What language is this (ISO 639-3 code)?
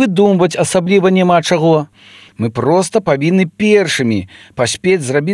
bel